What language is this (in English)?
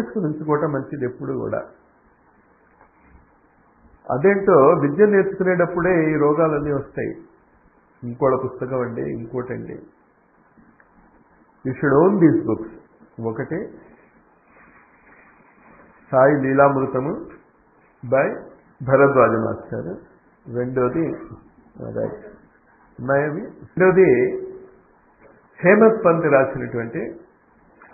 Telugu